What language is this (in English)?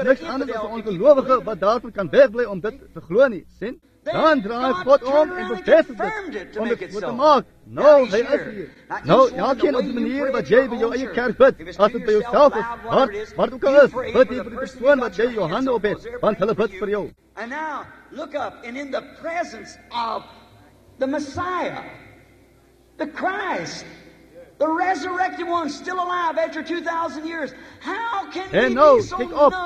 Afrikaans